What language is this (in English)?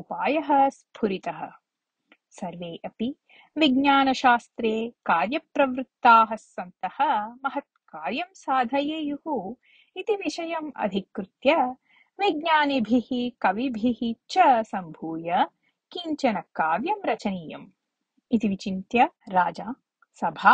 Sanskrit